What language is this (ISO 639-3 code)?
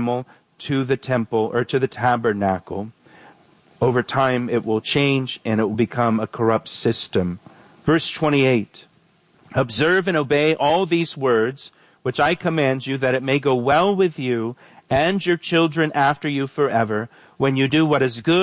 eng